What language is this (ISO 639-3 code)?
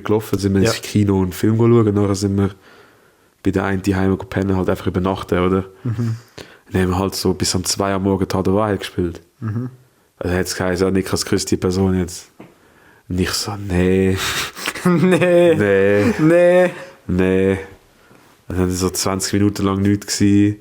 gsw